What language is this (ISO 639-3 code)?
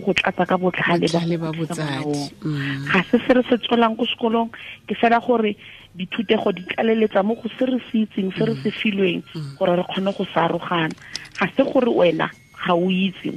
tsn